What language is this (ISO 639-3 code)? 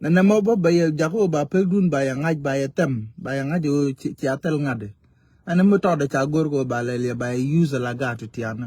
nus